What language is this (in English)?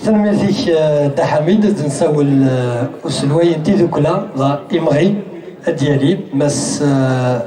Kabyle